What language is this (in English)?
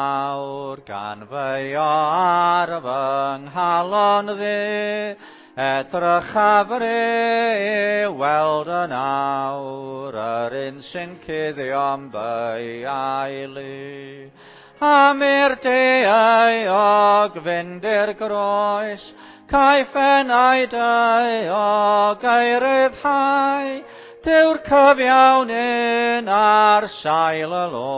Welsh